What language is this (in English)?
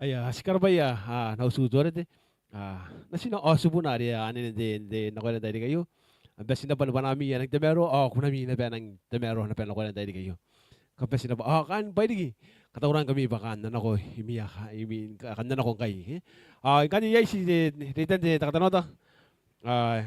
Gilbertese